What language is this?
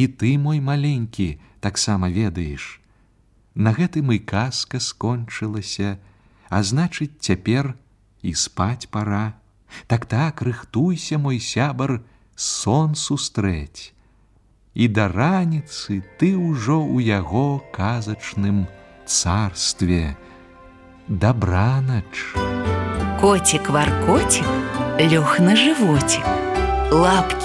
Belarusian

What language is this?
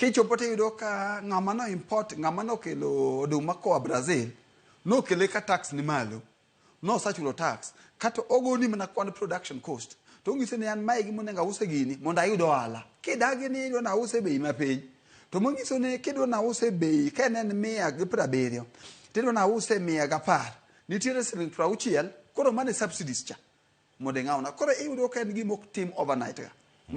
Luo (Kenya and Tanzania)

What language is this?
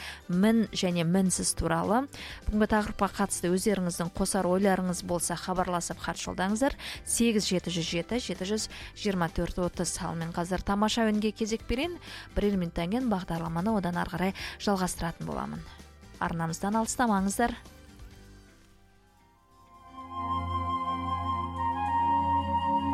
Kazakh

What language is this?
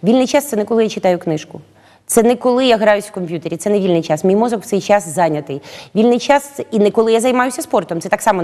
Ukrainian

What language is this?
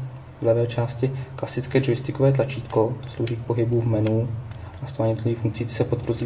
Czech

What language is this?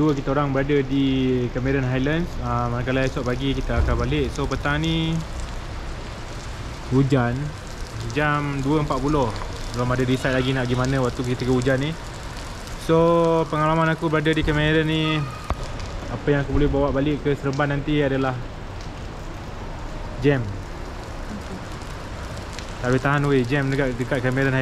Malay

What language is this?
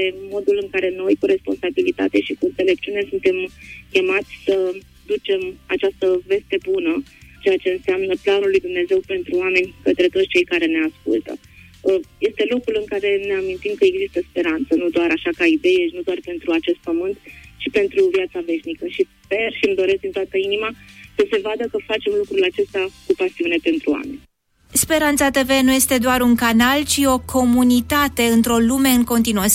Romanian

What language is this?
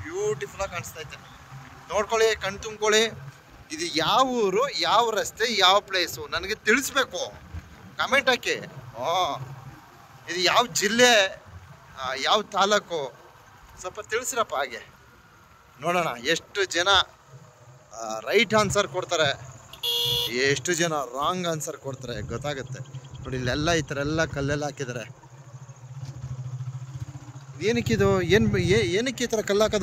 Kannada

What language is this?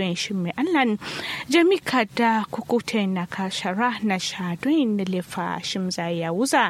Kanuri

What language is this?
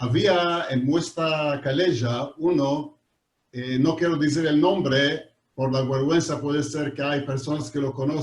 Ladino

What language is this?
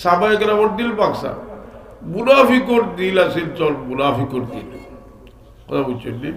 Sylheti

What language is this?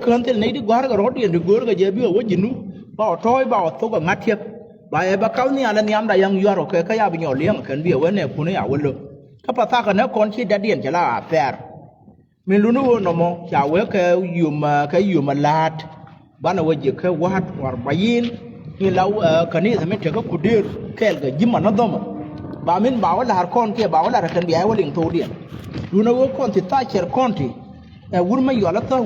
Nuer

